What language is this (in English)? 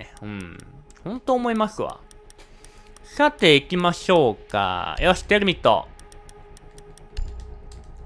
Japanese